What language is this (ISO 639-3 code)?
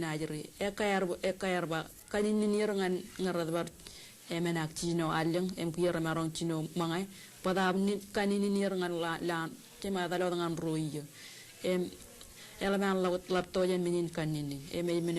mah